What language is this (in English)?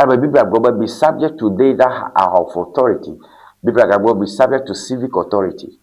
Ewe